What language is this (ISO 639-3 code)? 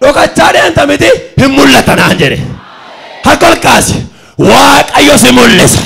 orm